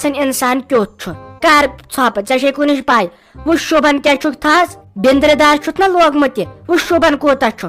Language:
Kashmiri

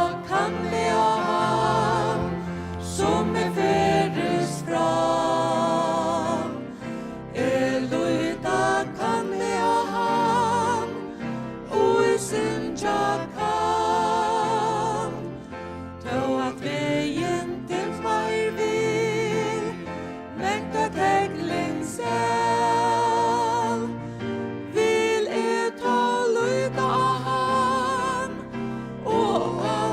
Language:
Faroese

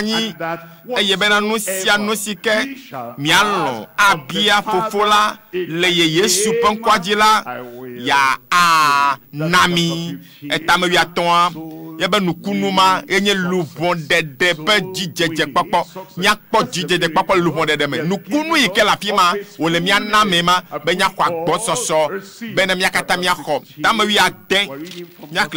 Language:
Ewe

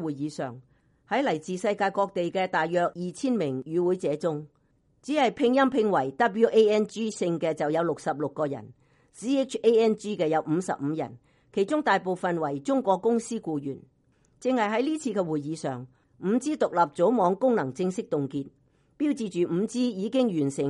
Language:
Cantonese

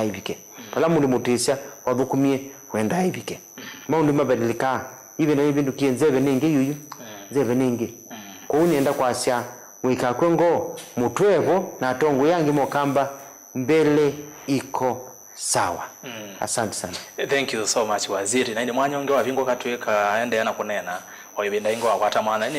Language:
Kamba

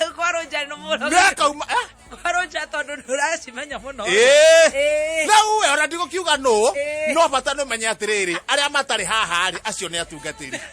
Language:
Kikuyu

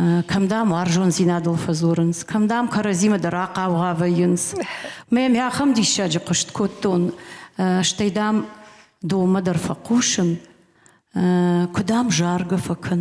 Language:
Ossetic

